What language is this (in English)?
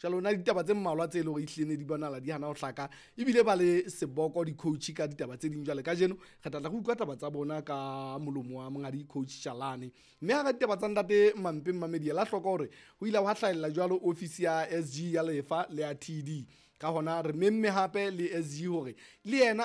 Southern Sotho